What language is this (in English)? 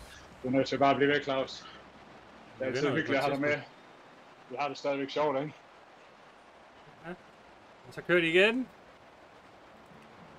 Danish